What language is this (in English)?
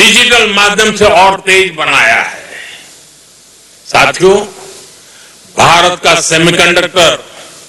Hindi